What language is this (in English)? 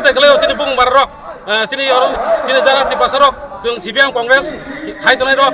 Kok Borok